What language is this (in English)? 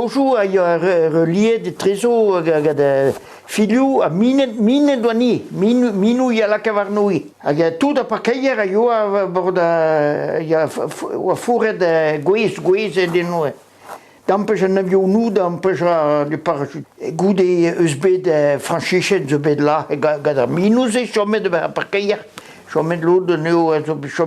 Breton